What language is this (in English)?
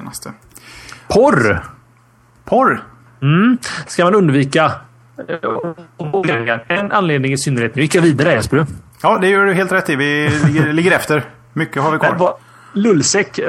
Swedish